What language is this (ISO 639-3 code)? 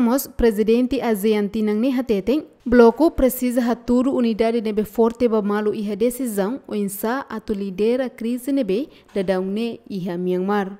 tet